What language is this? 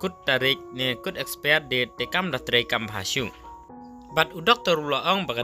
Khasi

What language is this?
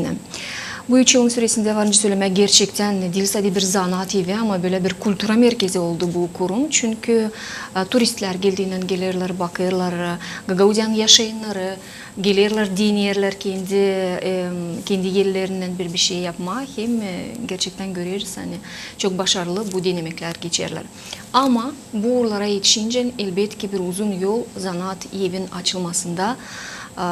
Gagauz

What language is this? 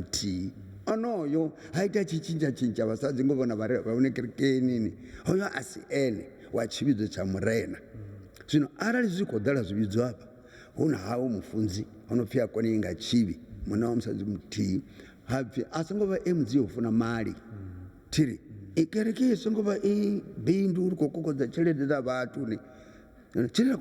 Venda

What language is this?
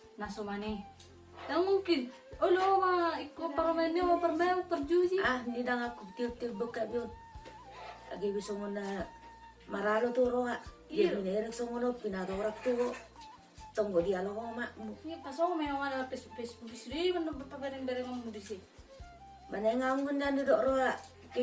Batak Toba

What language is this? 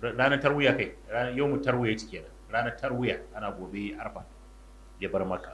Hausa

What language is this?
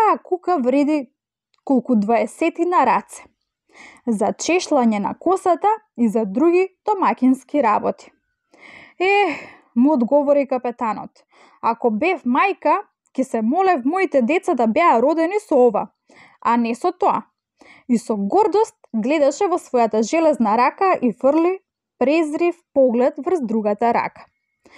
Macedonian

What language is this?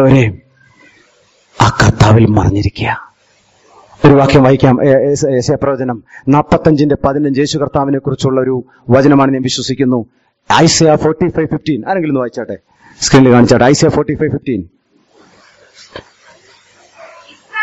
Malayalam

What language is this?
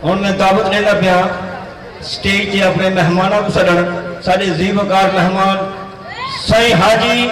Saraiki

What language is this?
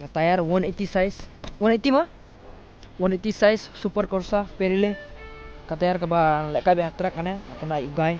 Khasi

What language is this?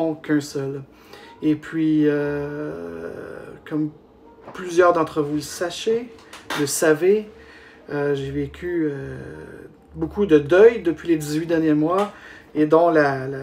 French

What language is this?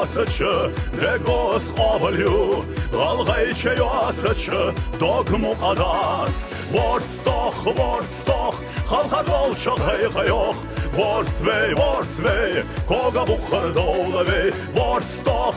Ingush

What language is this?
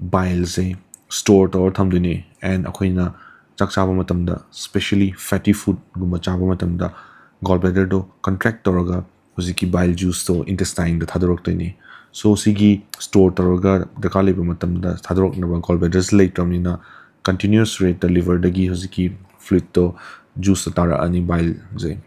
Manipuri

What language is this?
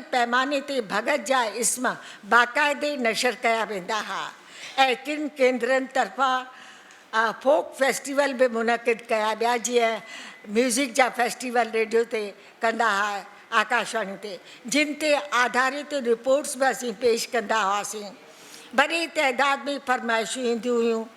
Sindhi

